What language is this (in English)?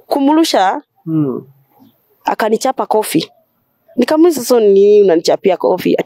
Swahili